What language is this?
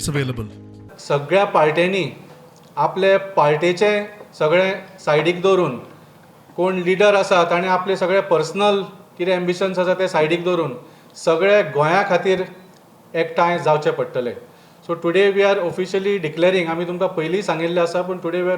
Konkani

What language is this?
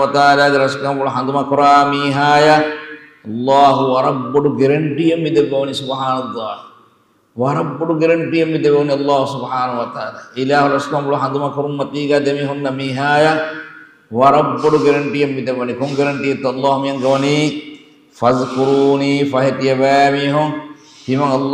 Divehi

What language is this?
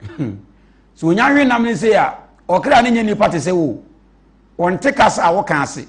Akan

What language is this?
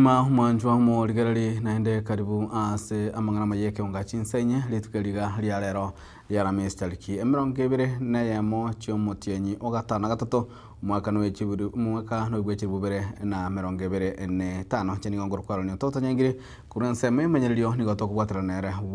Gusii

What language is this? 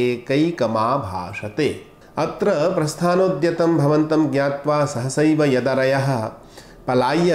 Sanskrit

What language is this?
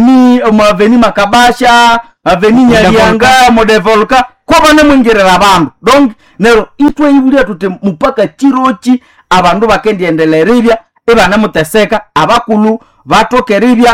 Nande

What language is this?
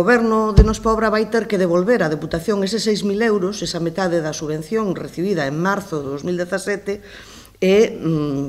Galician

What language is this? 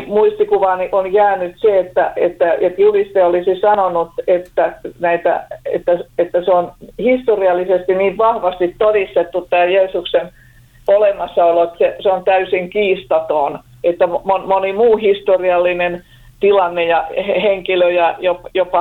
Finnish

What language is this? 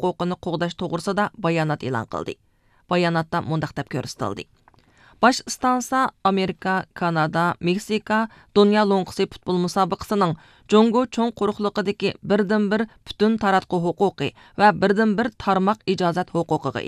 Uyghur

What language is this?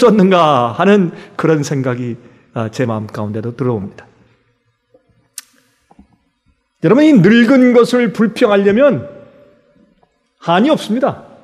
Korean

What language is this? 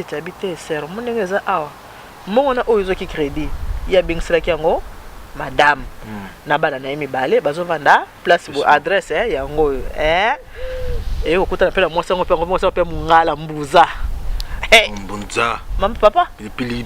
Lingala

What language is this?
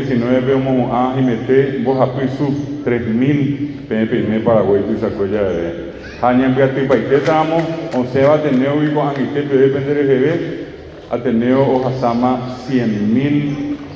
Guarani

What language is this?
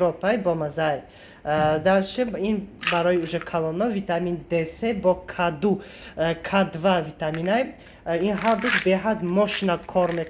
Tajik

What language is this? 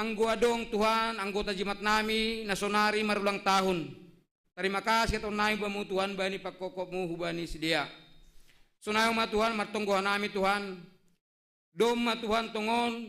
Batak Simalungun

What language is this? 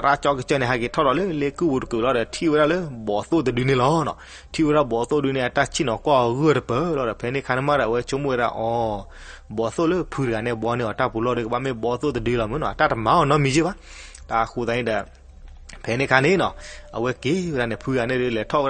S'gaw Karen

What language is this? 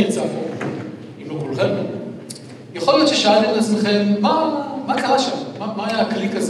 Hebrew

